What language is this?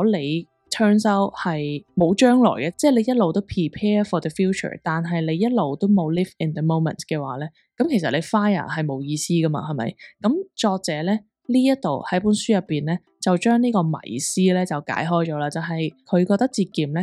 Cantonese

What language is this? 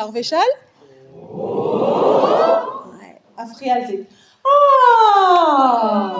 Breton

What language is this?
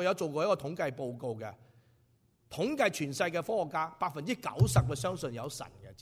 Cantonese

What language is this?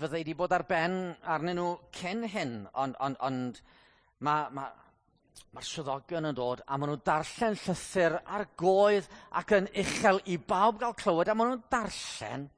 Welsh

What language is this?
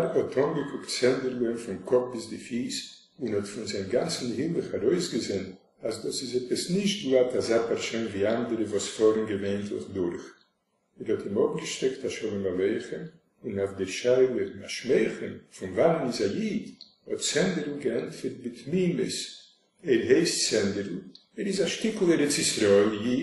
Yiddish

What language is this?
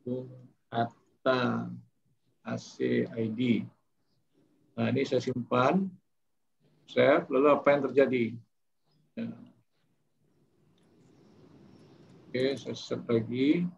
Indonesian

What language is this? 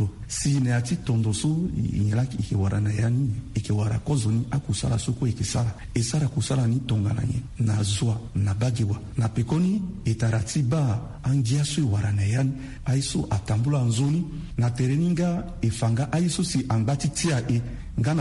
Sango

